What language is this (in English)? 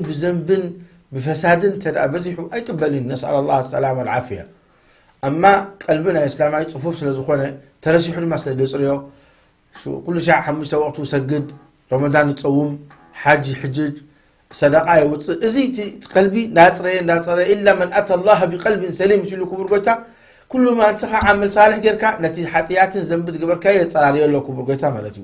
Tigrinya